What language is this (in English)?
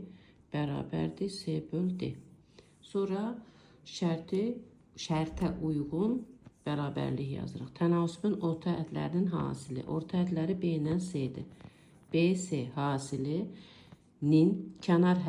Azerbaijani